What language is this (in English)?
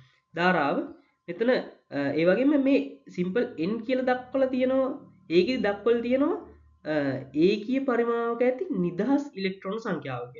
Sinhala